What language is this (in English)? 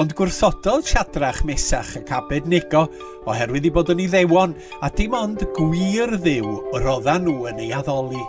Welsh